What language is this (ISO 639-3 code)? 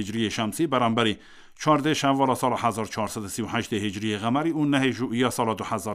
kur